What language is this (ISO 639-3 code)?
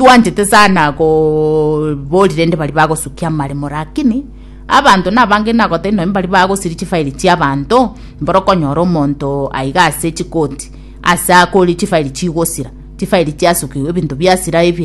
guz